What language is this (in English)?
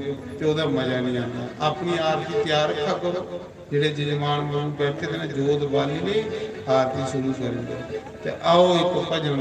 Dogri